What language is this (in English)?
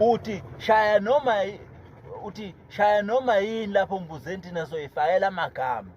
Zulu